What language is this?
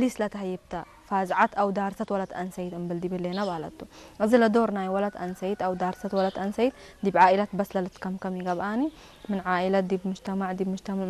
Tigre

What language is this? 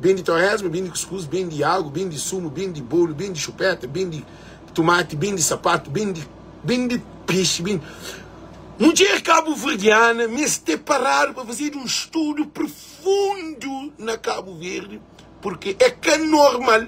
Kabuverdianu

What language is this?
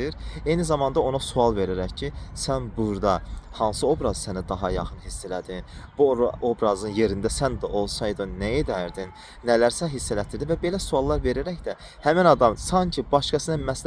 Azerbaijani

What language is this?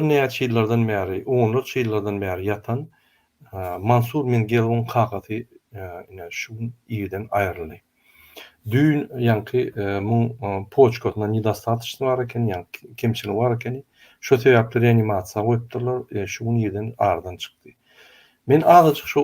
Turkmen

